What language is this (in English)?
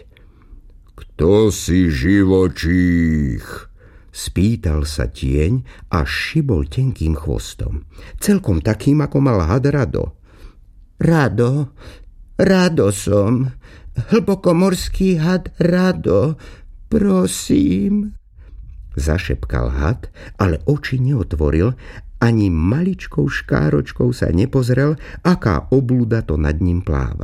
Slovak